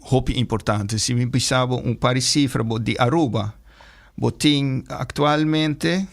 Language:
Papiamento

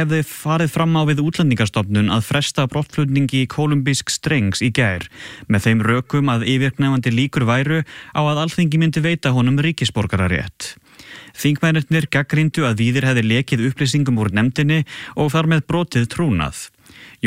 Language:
Icelandic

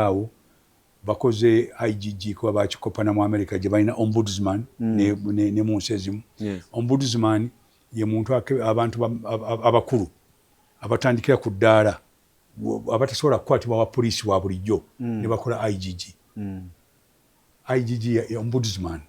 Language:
Ganda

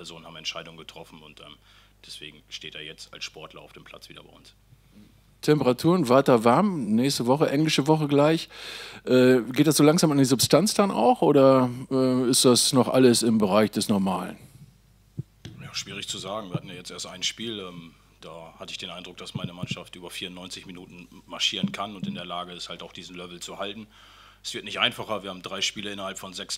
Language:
German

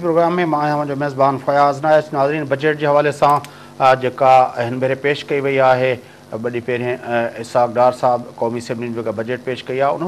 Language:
Sindhi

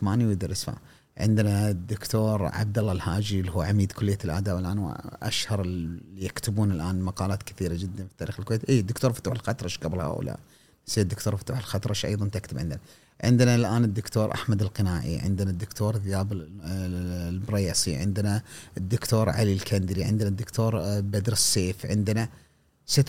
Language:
Gulf Arabic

